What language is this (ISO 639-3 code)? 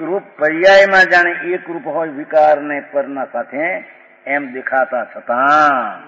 guj